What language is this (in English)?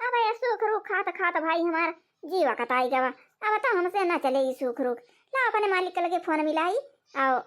Awadhi